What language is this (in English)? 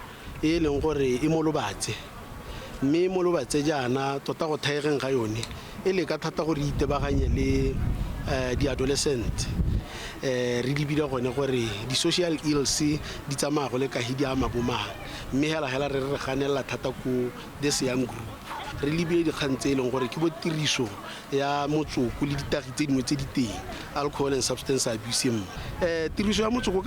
Tswana